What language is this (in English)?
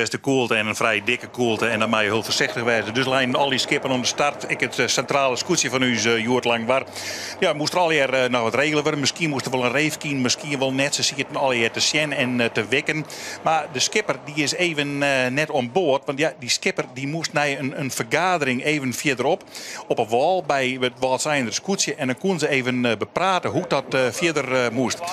Western Frisian